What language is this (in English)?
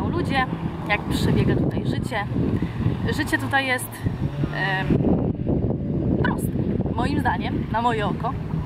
Polish